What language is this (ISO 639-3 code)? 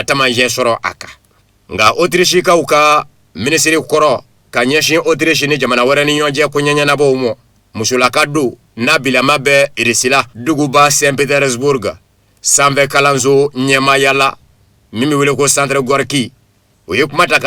bam